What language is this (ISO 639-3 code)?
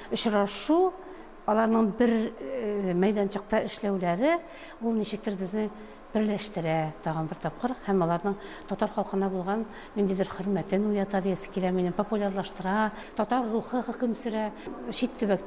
tat